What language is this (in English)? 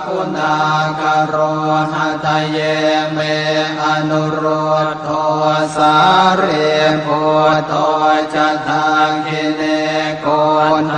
Pali